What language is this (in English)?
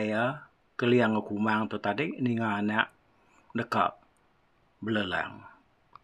Iban